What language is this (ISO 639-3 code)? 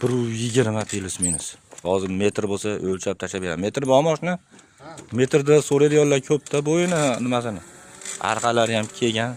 uzb